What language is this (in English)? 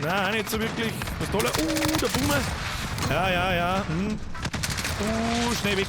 Bavarian